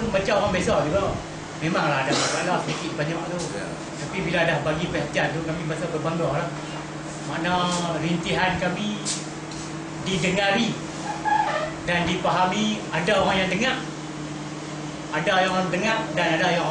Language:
Malay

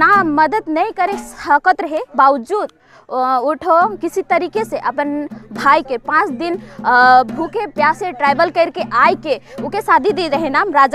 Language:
Sadri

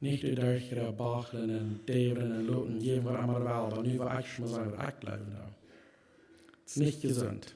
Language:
Plautdietsch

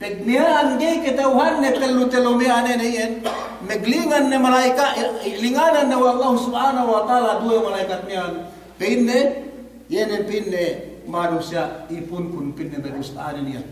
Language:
Yakan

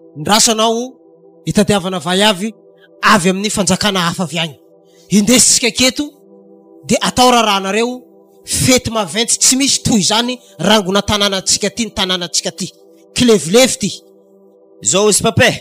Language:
Malagasy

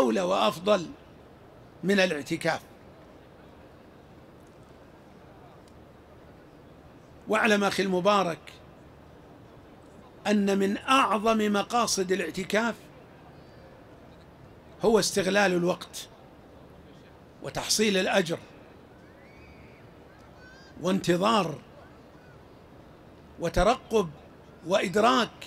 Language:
Arabic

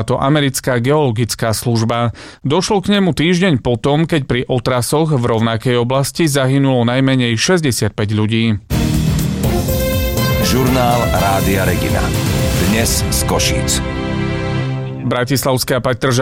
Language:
Slovak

